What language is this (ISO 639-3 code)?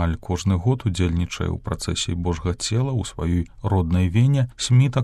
bel